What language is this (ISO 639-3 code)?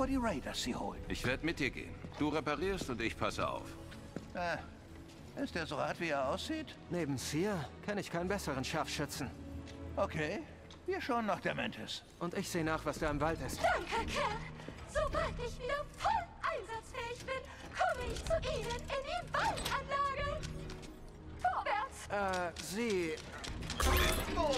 deu